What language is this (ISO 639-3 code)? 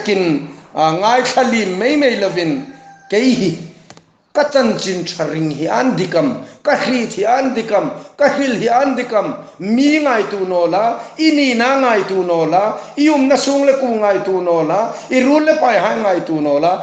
hmr